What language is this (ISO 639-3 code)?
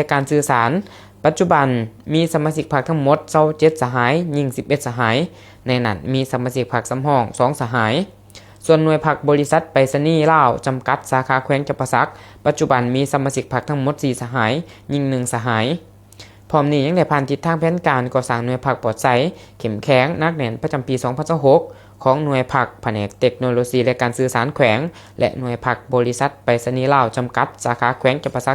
lao